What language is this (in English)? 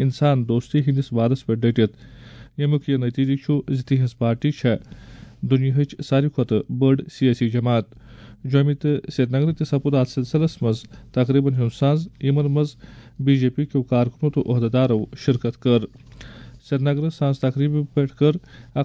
Kashmiri